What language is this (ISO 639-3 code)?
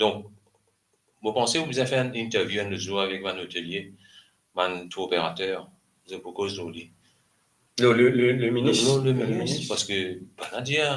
mfe